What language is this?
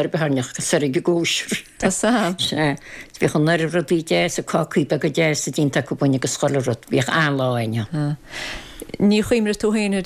Irish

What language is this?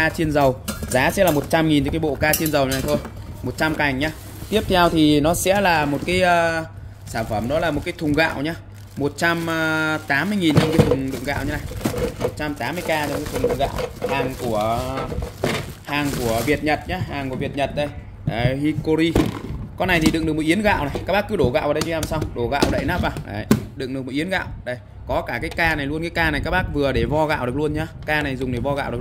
Vietnamese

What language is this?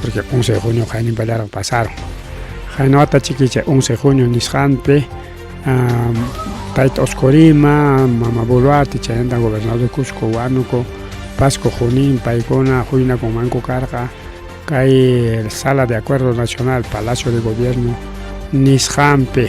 Ayacucho Quechua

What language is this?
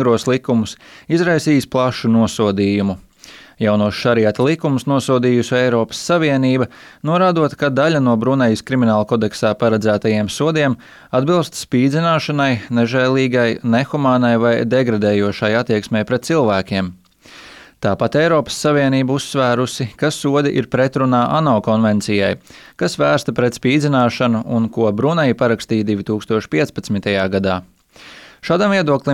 Latvian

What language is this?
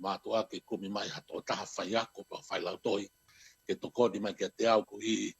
Tongan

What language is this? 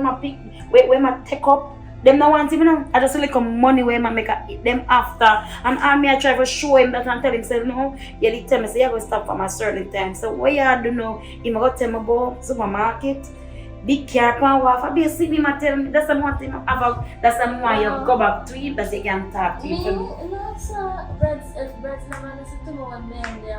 Jamaican Creole English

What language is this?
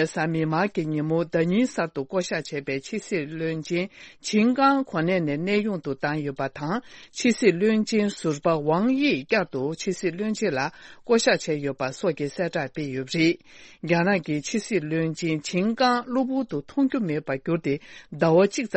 Tibetan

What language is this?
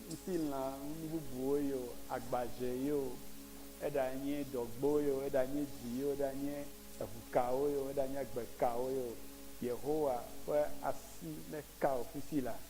Ewe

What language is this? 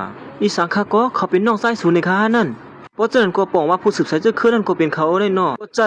Shan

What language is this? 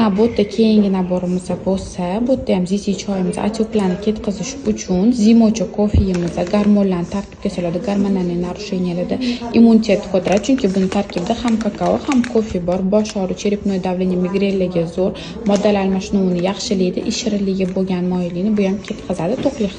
Uzbek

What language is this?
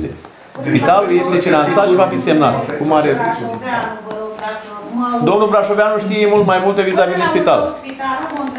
Romanian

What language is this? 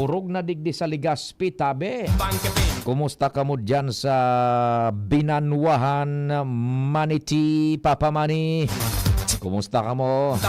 Bikol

